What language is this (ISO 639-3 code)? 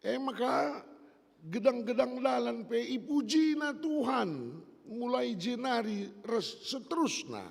btx